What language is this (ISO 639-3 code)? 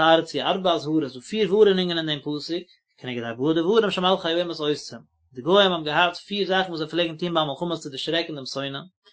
yid